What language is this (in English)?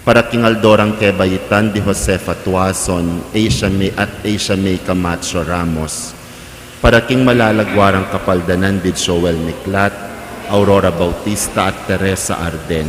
Pampanga